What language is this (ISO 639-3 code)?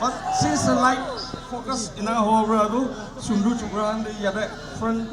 nag